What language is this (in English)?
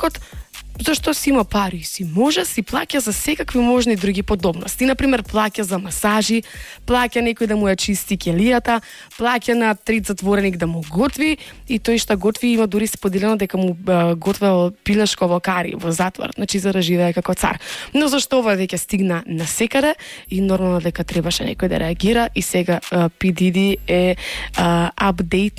Macedonian